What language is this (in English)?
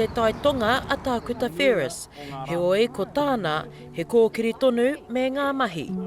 Māori